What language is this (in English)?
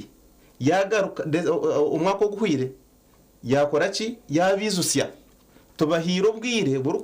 Nyankole